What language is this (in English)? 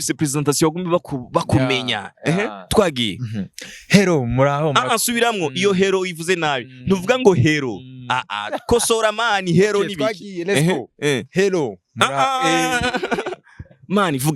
Rundi